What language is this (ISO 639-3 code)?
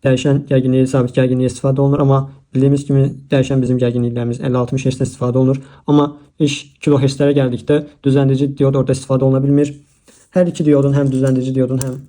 aze